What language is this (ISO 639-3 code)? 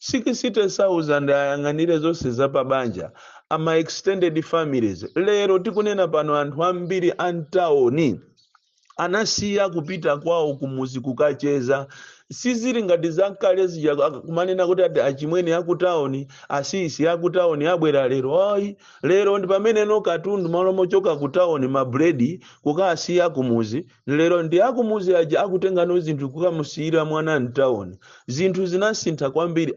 nya